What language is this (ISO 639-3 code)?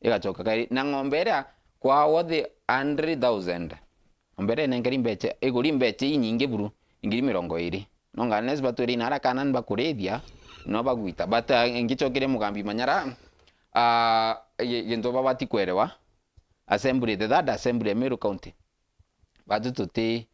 mer